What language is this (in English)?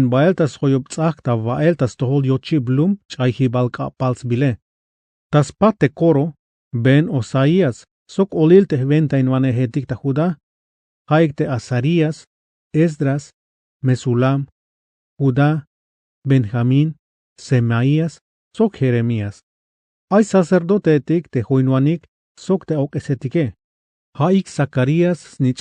Tzeltal